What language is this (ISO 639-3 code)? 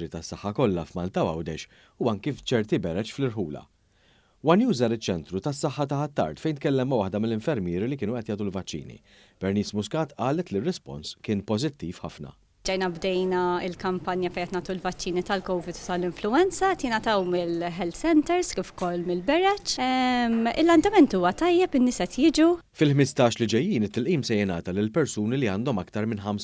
mlt